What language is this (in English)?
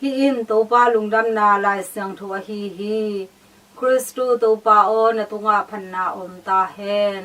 Tedim Chin